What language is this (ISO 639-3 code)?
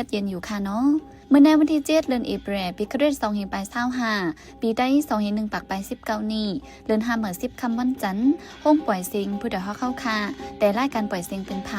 shn